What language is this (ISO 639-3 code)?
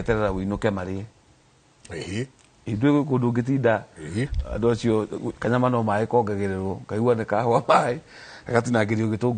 kik